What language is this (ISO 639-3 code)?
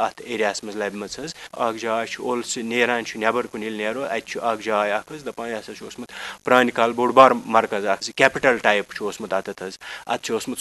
kas